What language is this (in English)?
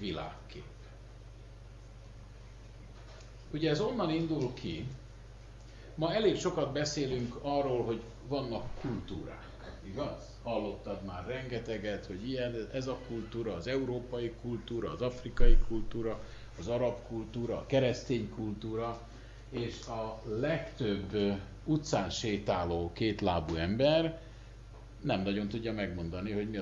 Hungarian